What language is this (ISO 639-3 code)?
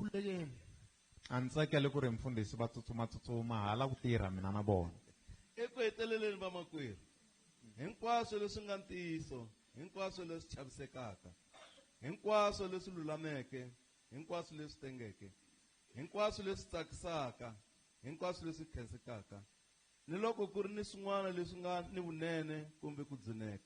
tso